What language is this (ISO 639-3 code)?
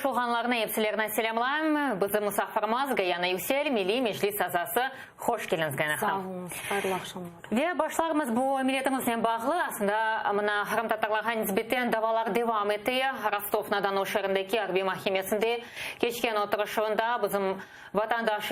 crh